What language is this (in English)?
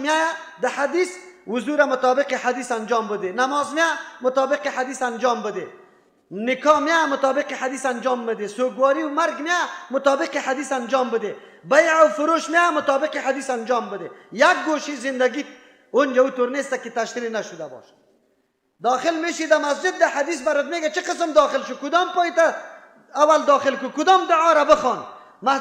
Persian